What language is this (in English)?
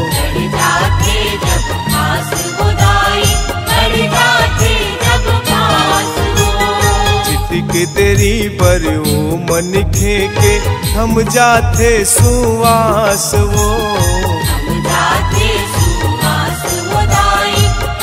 Chhattisgarhi